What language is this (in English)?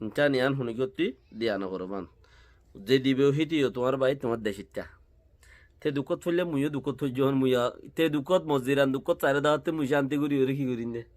Rohingya